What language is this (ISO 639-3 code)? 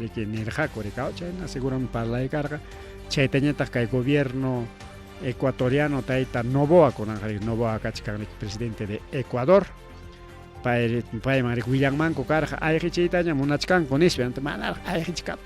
quy